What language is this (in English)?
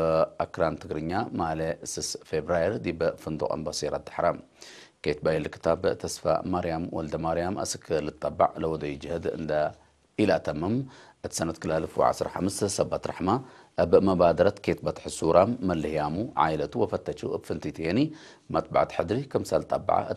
Tigre